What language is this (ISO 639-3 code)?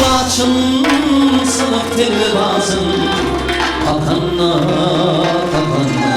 tuk